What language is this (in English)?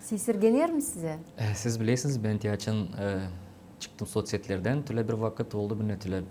Gagauz